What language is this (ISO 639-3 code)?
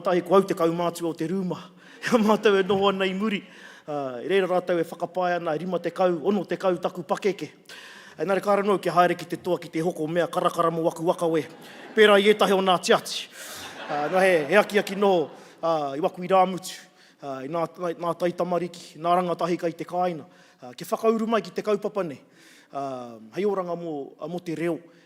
mri